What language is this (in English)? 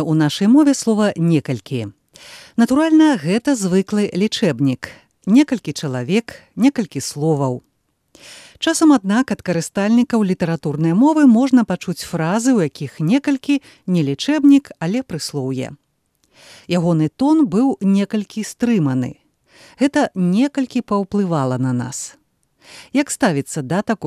Belarusian